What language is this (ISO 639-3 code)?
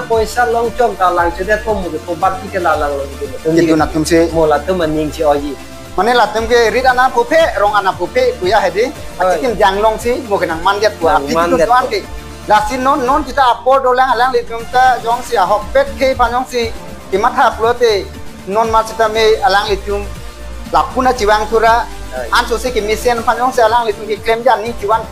mjw